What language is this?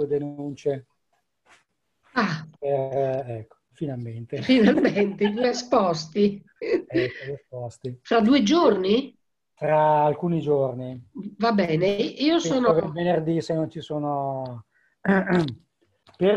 Italian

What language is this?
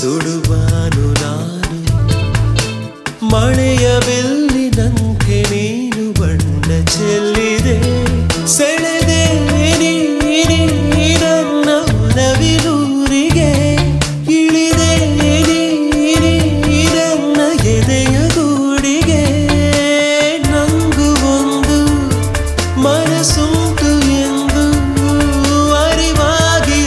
Kannada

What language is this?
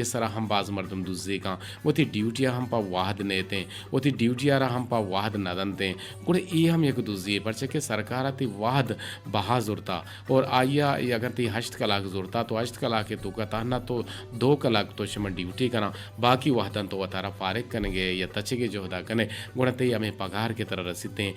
Eastern Balochi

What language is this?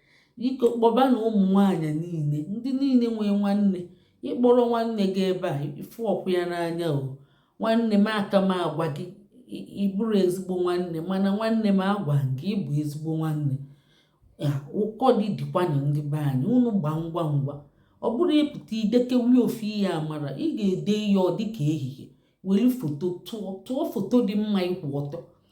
Igbo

